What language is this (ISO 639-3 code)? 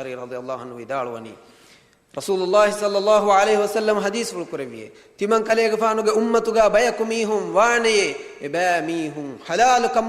div